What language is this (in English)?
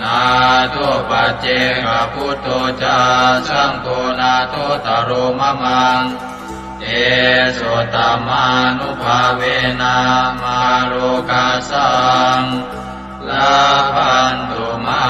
Pali